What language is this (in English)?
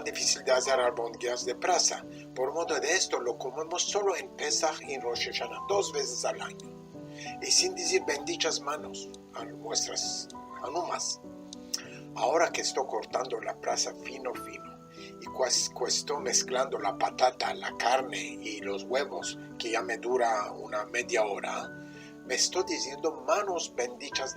Ladino